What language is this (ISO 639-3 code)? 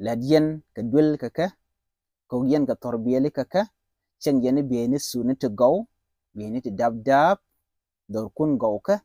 nus